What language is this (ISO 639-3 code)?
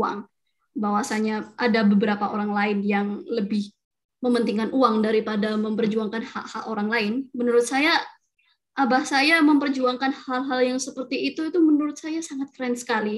ind